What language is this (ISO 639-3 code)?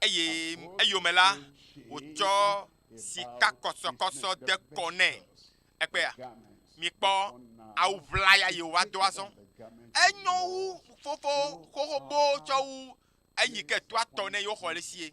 ewe